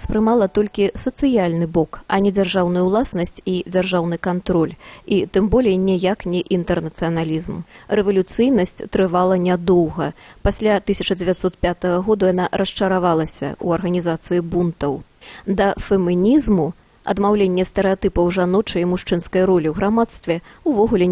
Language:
Belarusian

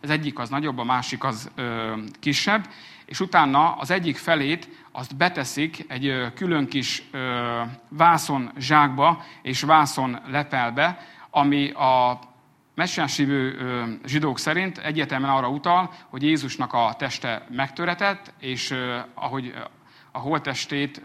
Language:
Hungarian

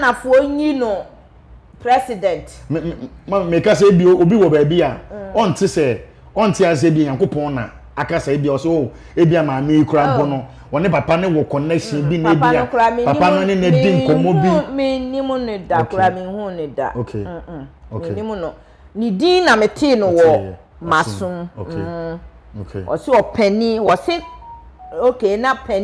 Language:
Akan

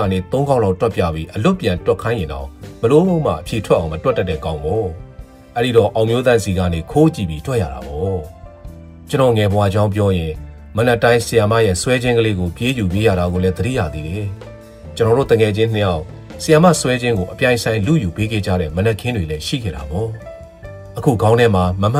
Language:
Burmese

